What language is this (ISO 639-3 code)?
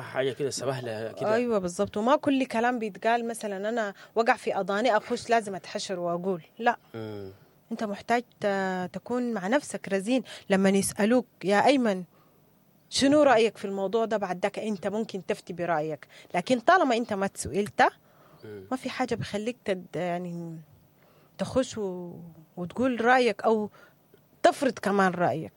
apd